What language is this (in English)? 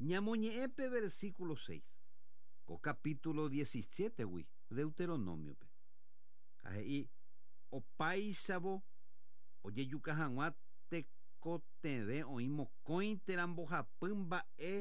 Guarani